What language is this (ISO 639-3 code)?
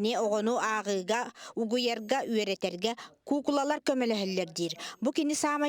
sah